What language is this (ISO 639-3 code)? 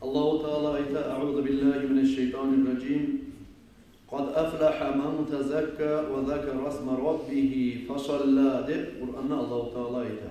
kum